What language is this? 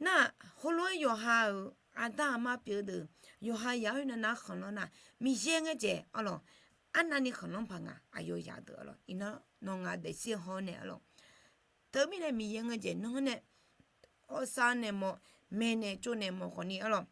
Akha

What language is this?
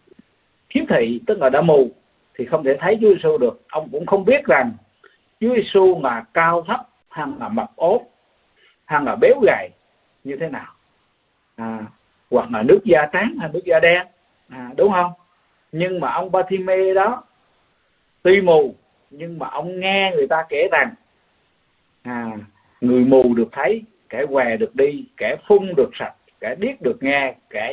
Vietnamese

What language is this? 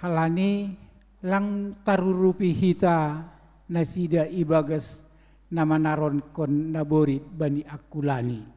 Batak Simalungun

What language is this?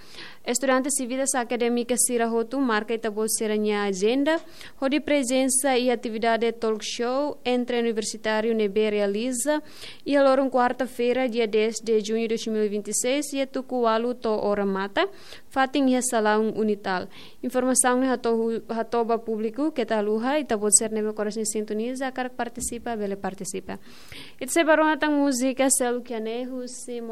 Tetum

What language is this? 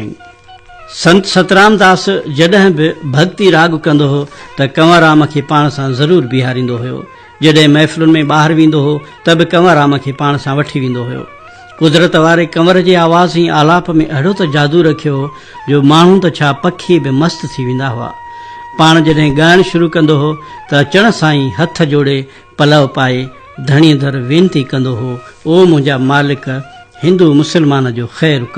Sindhi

